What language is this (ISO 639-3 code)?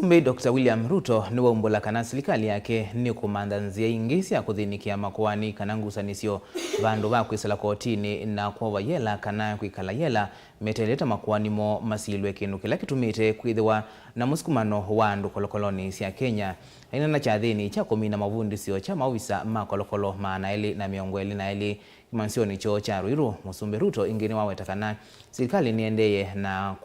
kam